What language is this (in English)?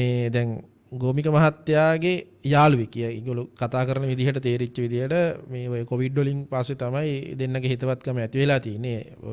Sinhala